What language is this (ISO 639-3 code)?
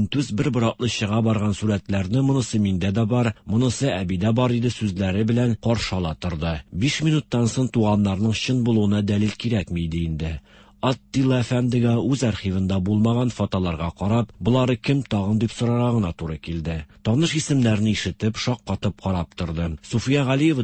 tat